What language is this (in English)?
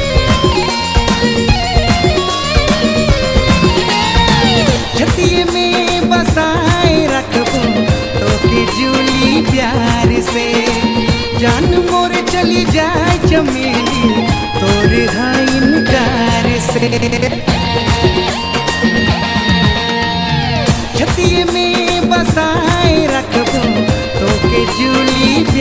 Sadri